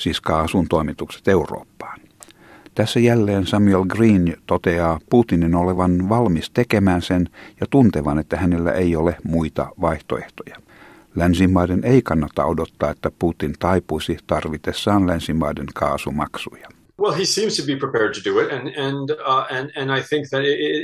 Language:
Finnish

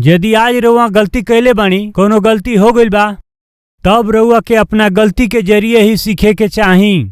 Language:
Bhojpuri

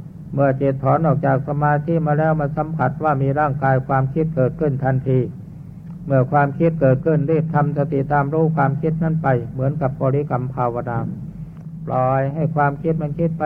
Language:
Thai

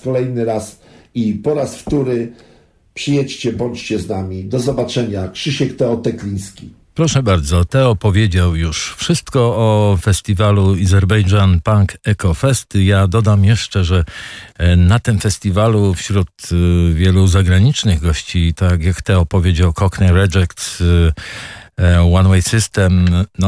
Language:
Polish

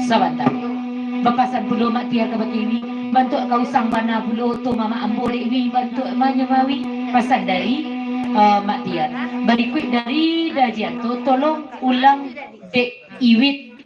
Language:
Minangkabau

